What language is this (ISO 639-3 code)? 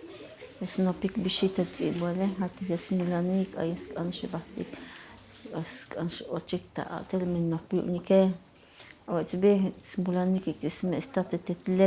tzo